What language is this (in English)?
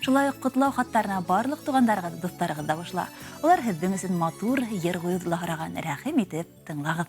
Bashkir